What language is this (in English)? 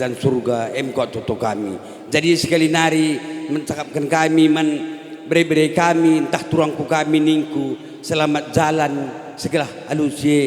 Batak Karo